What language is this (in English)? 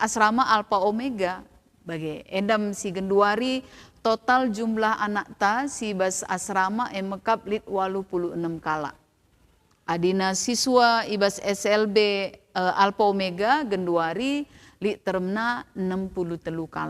Batak Karo